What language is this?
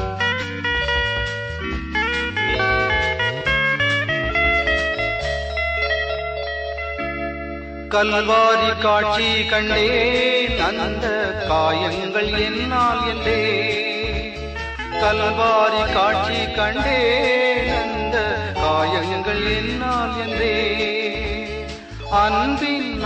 Tamil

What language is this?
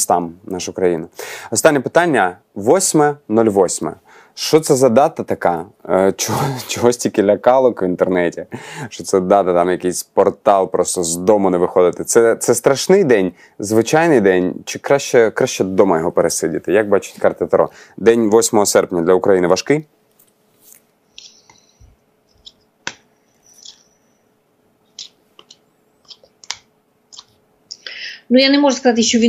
Ukrainian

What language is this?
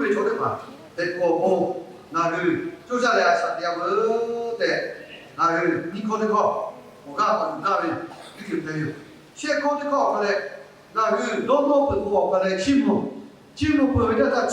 Lahu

